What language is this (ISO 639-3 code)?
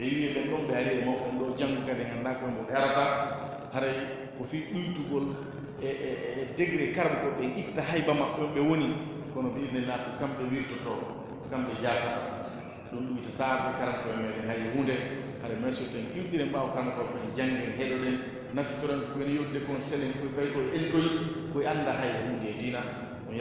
ful